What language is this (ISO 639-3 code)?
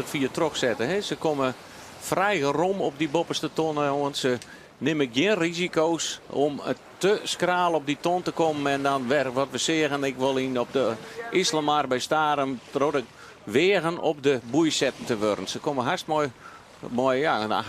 fry